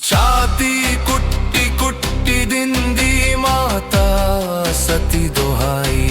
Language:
Dogri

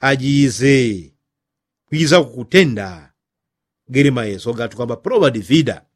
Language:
Yao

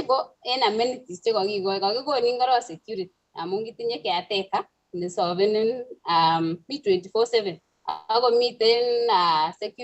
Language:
Kalenjin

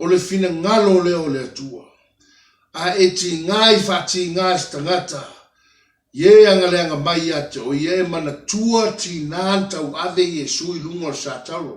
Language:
Samoan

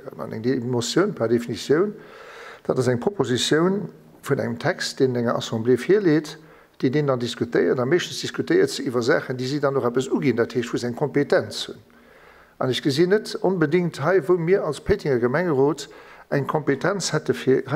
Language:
Luxembourgish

